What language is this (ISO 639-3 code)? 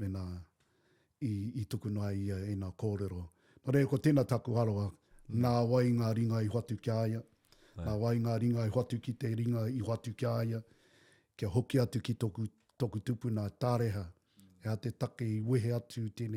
mri